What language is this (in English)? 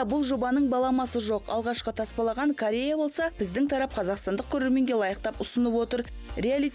Kazakh